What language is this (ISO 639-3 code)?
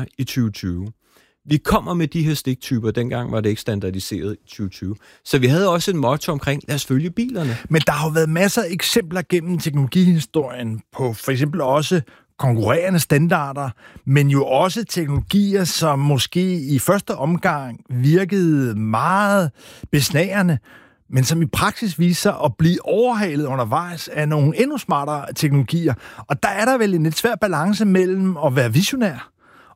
dan